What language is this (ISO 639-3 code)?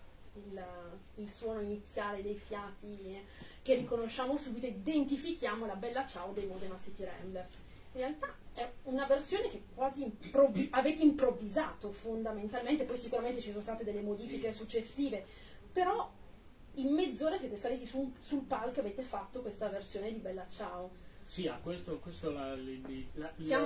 ita